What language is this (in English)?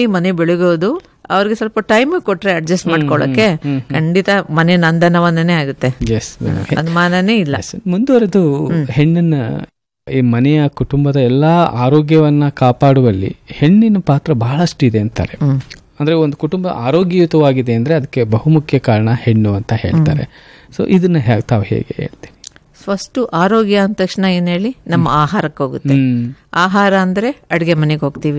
Kannada